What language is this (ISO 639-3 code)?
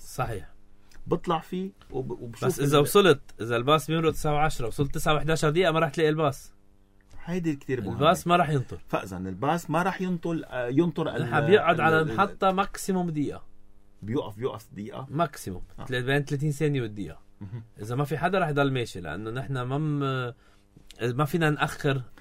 apc